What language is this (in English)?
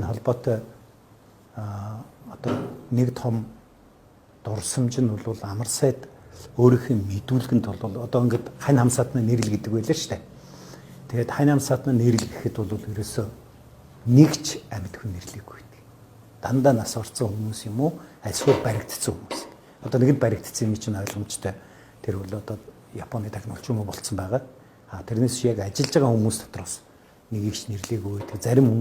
Mongolian